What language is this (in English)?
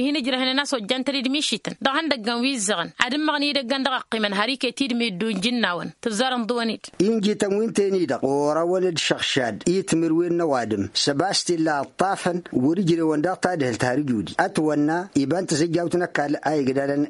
Tamasheq